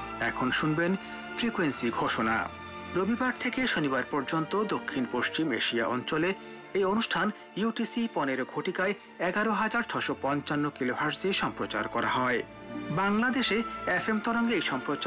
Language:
Bangla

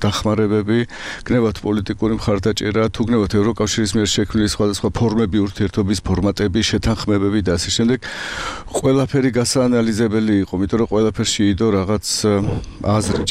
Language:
Georgian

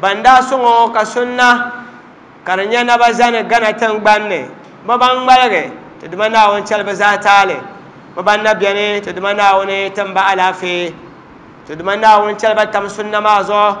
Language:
Dagbani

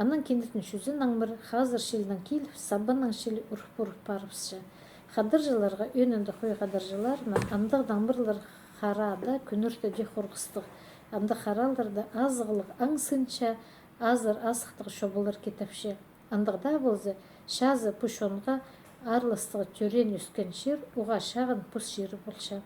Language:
Khakas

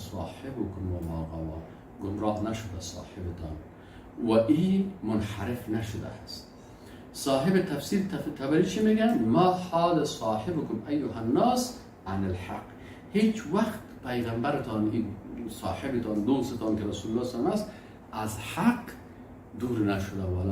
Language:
Persian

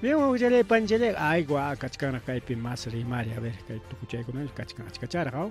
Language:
Ayacucho Quechua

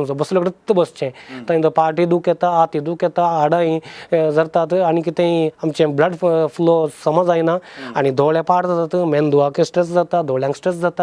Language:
Konkani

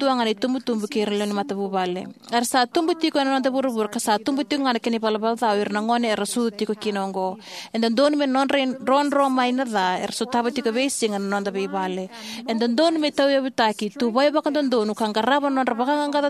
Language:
Fijian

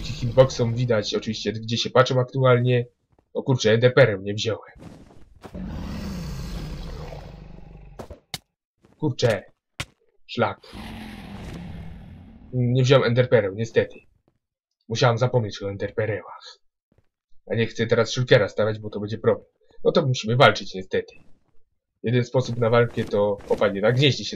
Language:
Polish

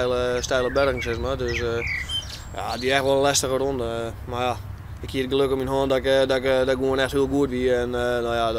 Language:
Western Frisian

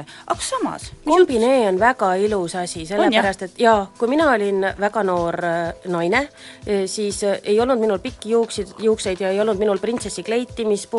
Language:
Estonian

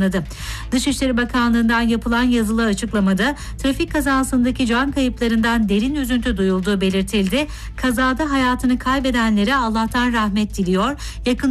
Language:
Turkish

